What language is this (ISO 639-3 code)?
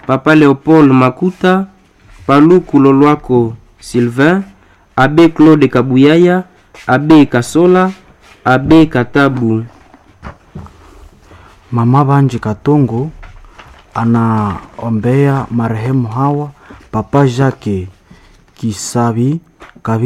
swa